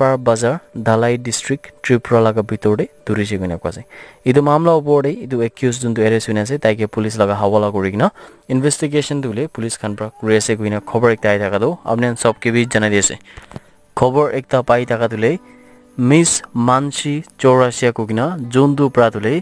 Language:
Naga Pidgin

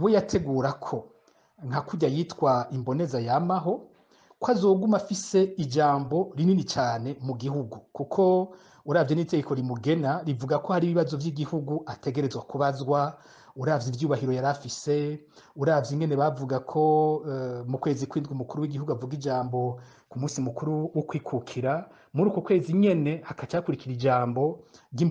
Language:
Rundi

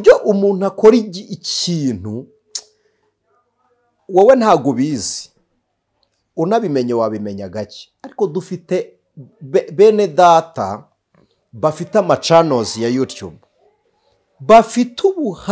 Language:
Kinyarwanda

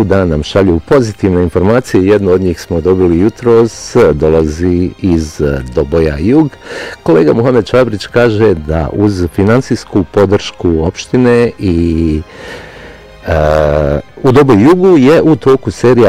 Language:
Bosnian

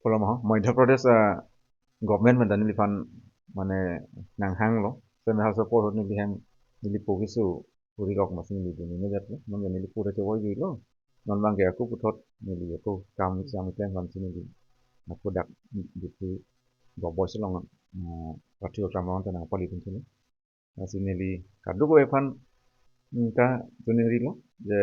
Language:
Karbi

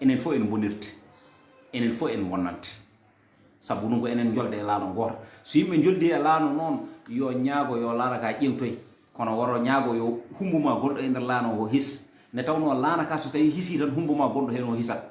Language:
Fula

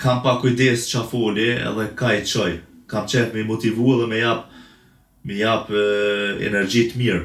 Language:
Albanian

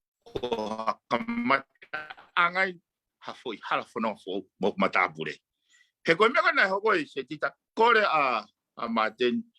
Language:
Tongan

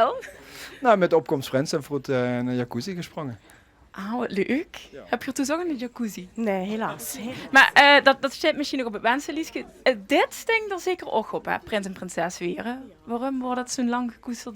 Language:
Limburgish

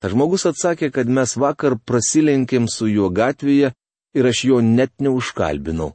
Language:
Lithuanian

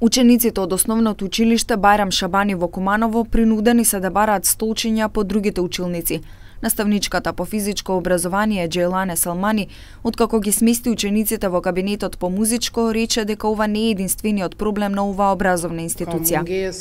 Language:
Macedonian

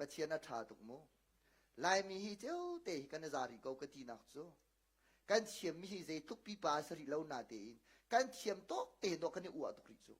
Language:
Hakha Chin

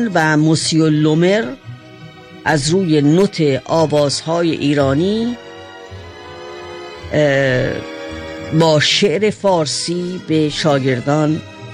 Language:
Persian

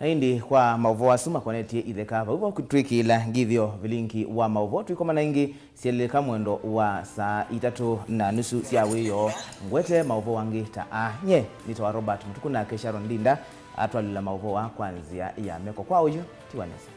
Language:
Kamba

